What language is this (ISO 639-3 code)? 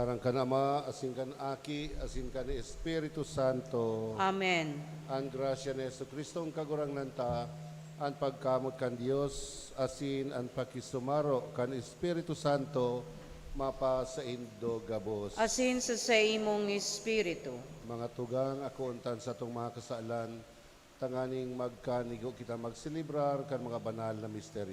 bik